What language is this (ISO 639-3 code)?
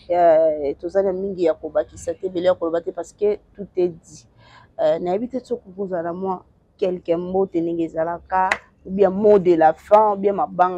lin